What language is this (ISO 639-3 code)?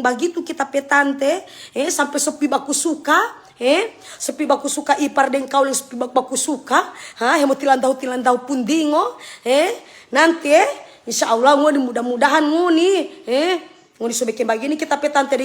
xmm